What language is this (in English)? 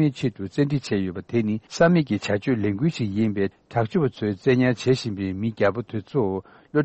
Tibetan